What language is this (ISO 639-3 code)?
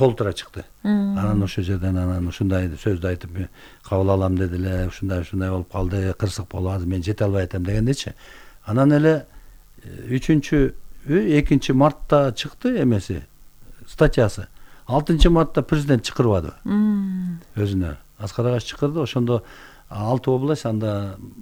kir